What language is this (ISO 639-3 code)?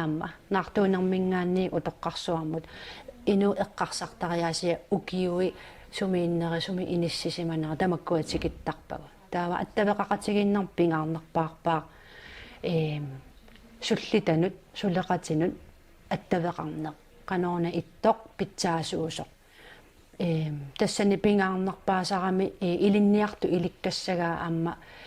kal